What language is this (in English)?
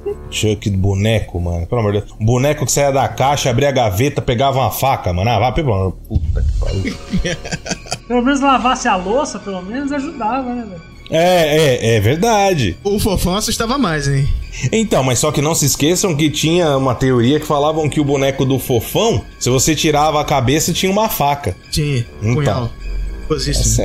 Portuguese